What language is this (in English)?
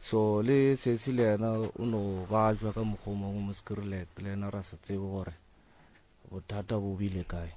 Northern Sotho